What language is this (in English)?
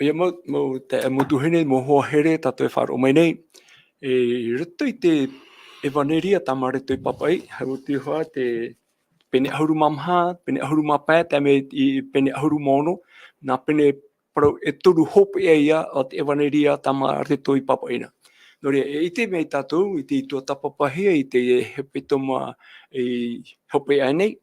Tahitian